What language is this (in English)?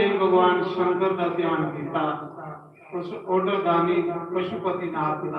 Dogri